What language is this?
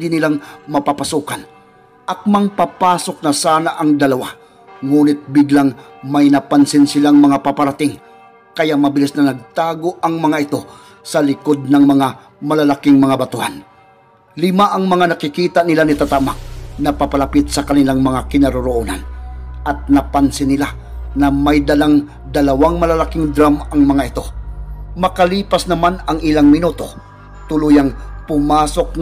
Filipino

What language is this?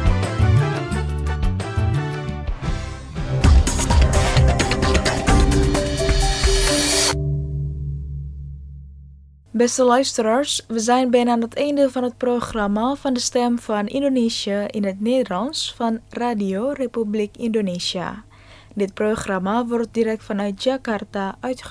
Dutch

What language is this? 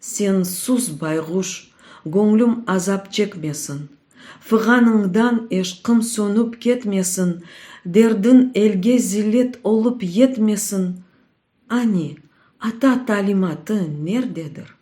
Crimean Tatar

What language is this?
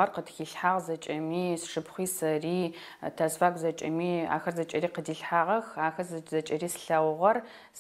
Adyghe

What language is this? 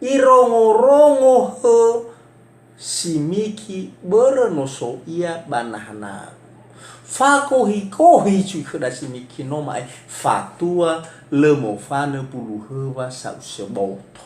Nias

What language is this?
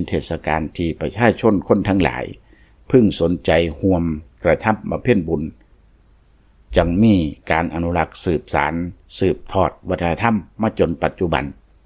Lao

